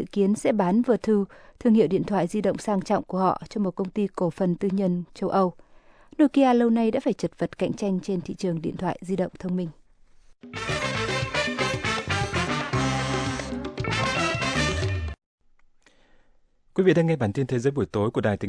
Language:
Vietnamese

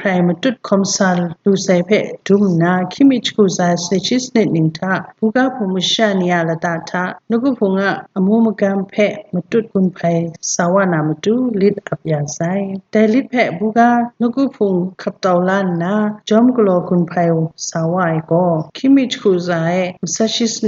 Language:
Kachin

